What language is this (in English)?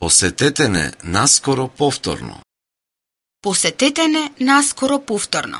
Macedonian